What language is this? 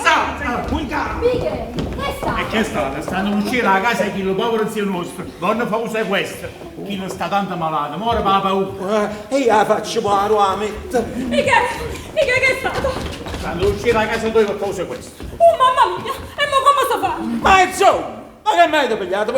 Neapolitan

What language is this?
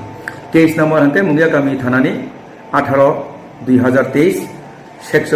Kok Borok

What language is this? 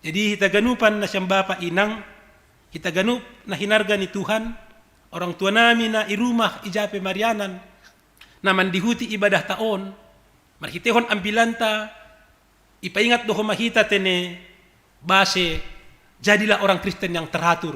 Batak Simalungun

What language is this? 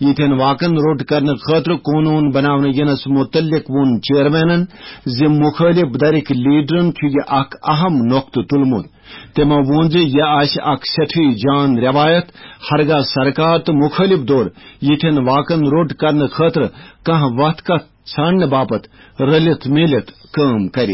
Kashmiri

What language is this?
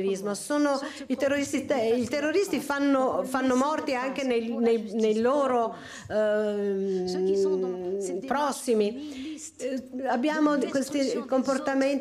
Italian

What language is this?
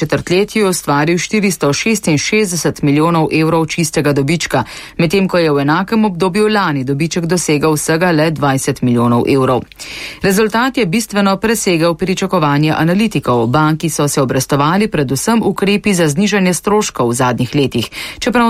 Slovenian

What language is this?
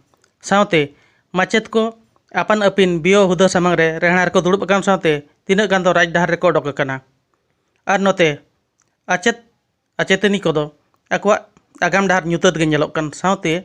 Santali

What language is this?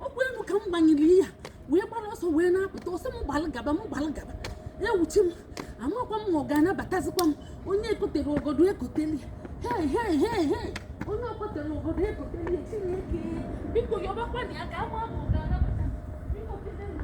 Igbo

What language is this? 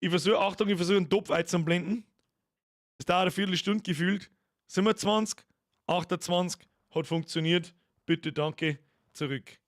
Bavarian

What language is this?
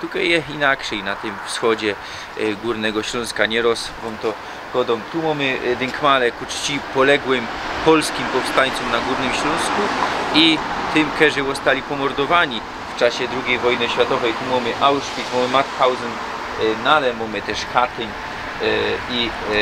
Silesian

